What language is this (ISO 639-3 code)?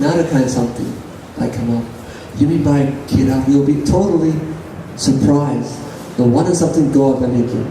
tpi